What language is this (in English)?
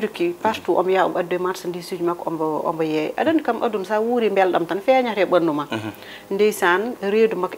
Fula